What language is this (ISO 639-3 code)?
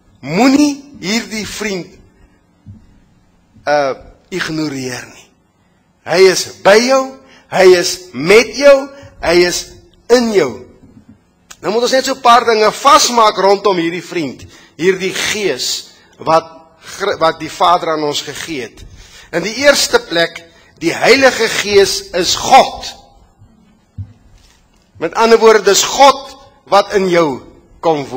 afr